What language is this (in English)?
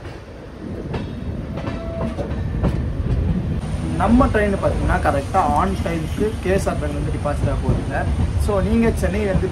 Tamil